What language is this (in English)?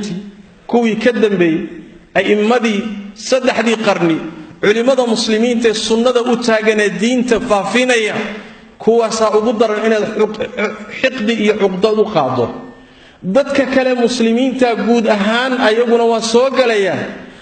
Somali